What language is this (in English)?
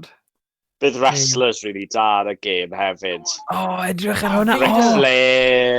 Welsh